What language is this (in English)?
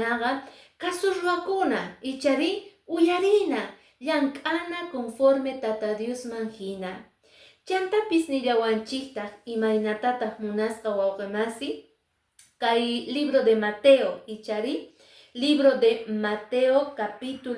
Quechua